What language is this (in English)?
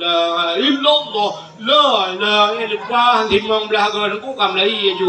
Achinese